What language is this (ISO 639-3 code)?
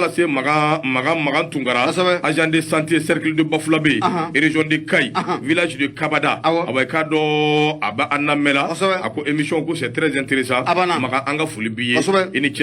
bam